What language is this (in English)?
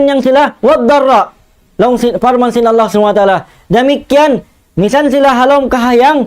Tausug